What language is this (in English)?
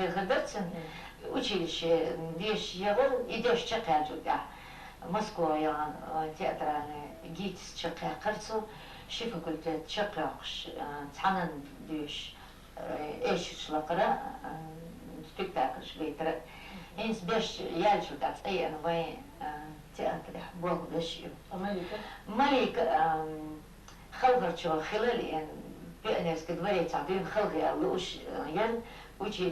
Chechen